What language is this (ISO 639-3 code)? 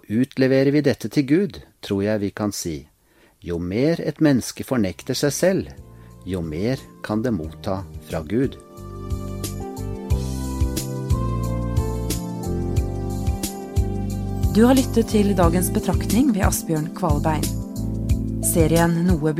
nor